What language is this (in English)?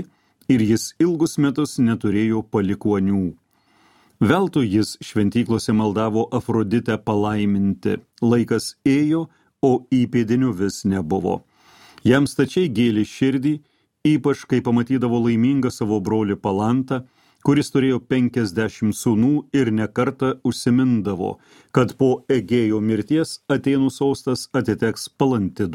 Lithuanian